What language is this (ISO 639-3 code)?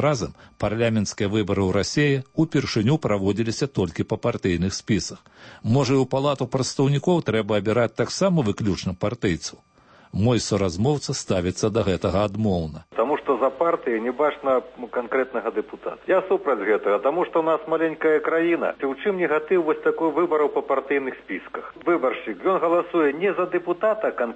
bel